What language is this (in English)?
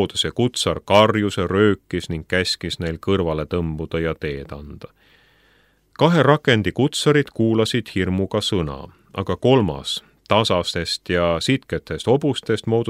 Estonian